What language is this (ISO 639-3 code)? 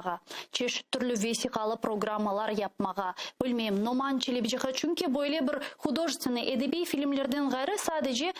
crh